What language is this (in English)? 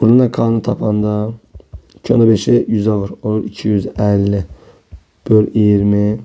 Azerbaijani